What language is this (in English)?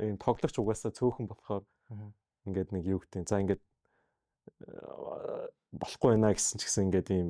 Mongolian